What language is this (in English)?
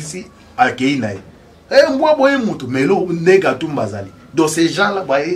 Lingala